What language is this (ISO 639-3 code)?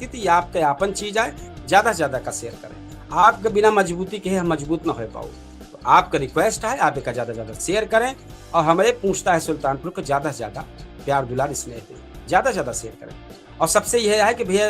awa